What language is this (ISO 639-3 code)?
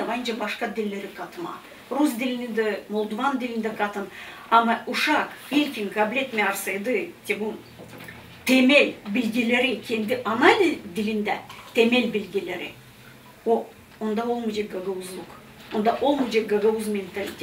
gag